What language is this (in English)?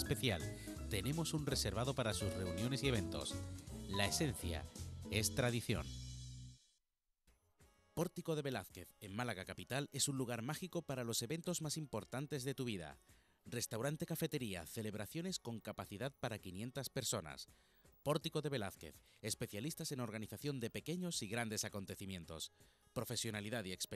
Spanish